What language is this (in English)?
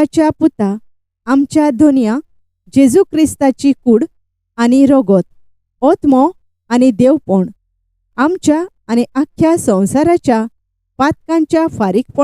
Konkani